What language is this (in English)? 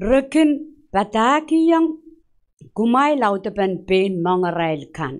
Pohnpeian